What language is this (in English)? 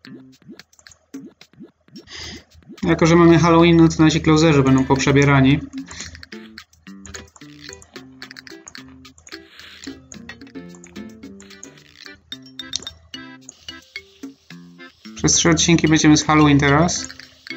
Polish